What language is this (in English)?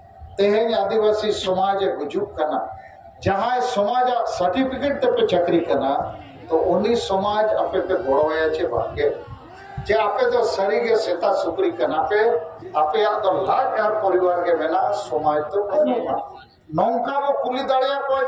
Santali